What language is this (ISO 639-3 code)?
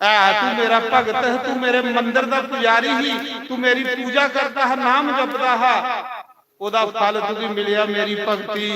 doi